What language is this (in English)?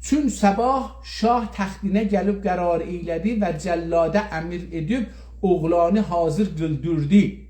South Azerbaijani